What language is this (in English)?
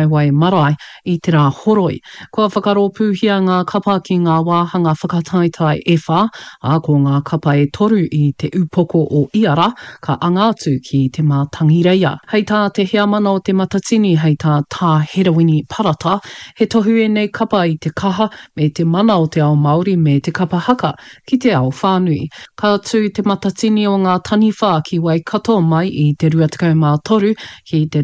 Māori